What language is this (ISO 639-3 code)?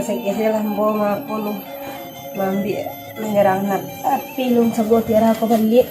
min